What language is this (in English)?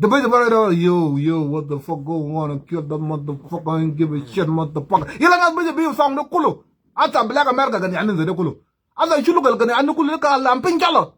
Nuer